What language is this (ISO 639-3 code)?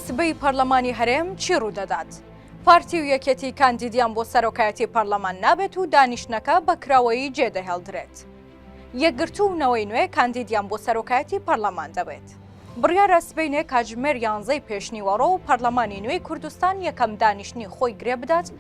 ckb